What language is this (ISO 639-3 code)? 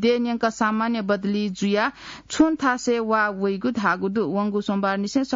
new